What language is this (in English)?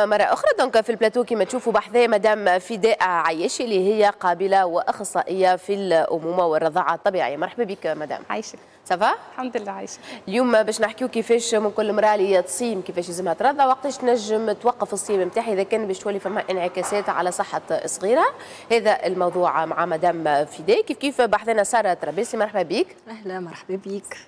Tunisian Arabic